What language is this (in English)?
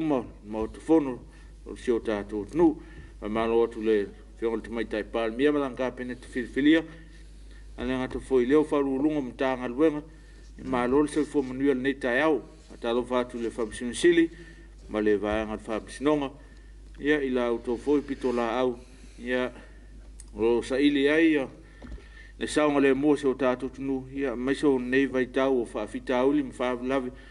Samoan